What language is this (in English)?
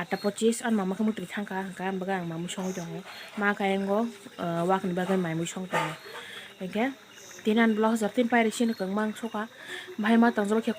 Kok Borok